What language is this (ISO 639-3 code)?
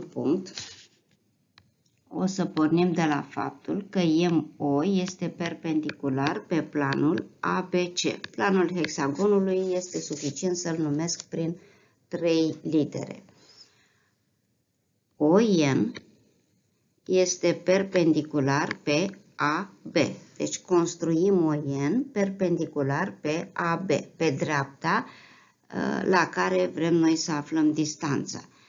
ron